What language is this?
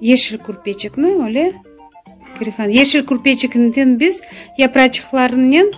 Crimean Tatar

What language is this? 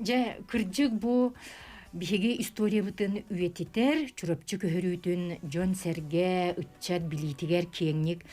Yakut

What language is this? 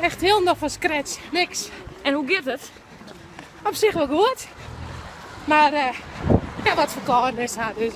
Western Frisian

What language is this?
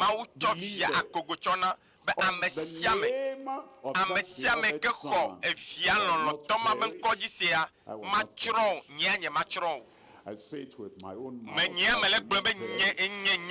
Ewe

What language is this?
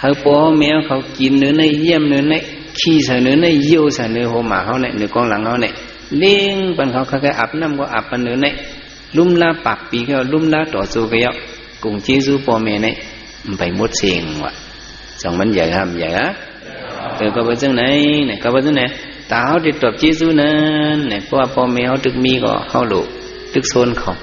Shan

